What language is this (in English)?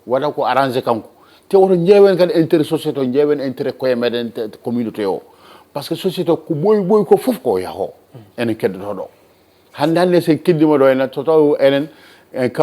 Fula